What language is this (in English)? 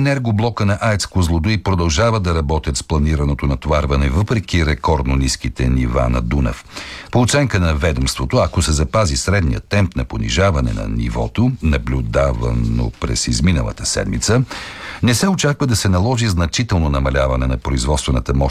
Bulgarian